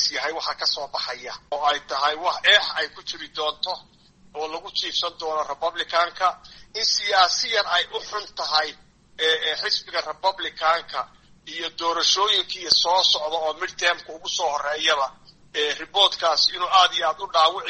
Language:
Somali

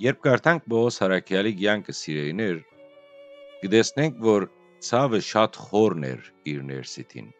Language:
Western Armenian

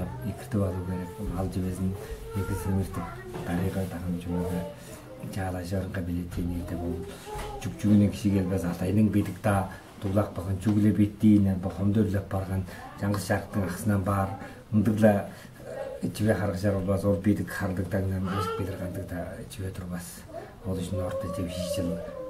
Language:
Tuvinian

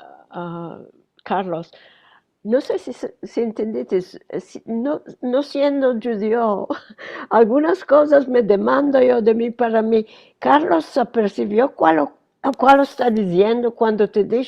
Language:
Ladino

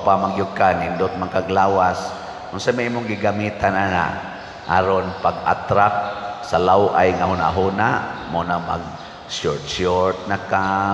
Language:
Cebuano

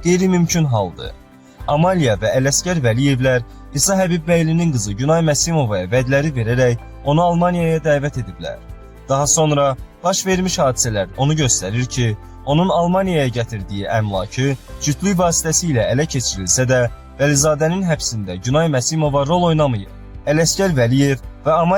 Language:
Azerbaijani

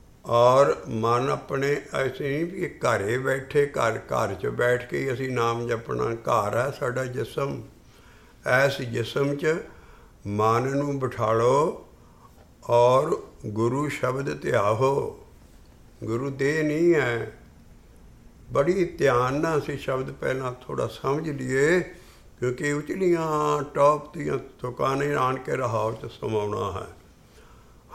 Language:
Punjabi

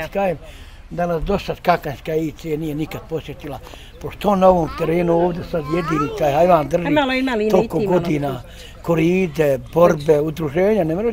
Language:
Bosnian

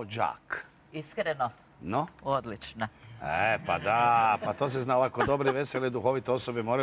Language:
Croatian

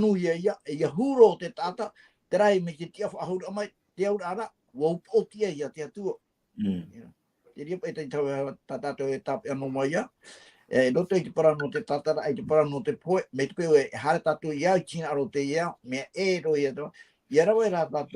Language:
Tahitian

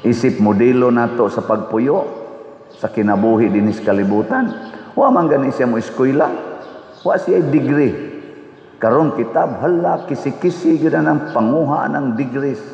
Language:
Cebuano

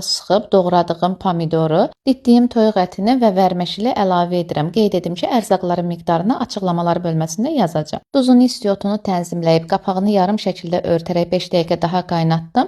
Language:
Azerbaijani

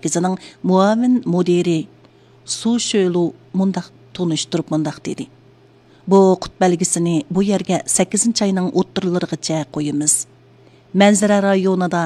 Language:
Uyghur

